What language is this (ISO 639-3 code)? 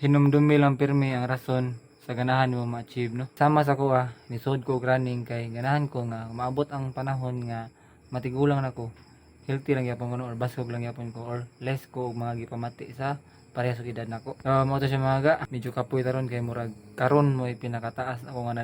ceb